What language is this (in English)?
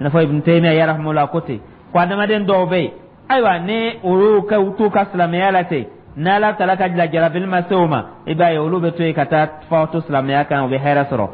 Dyula